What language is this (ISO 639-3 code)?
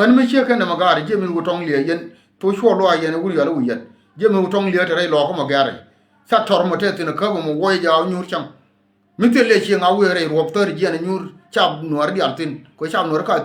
nus